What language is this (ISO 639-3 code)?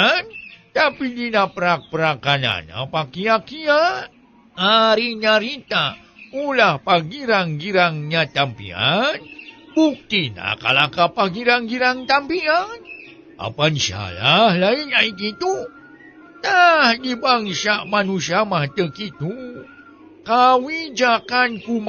sun